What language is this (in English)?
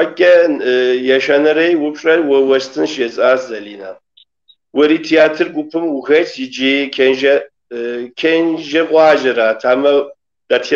Kabardian